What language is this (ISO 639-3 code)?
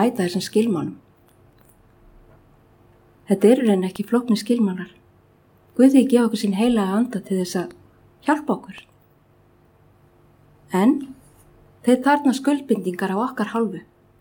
isl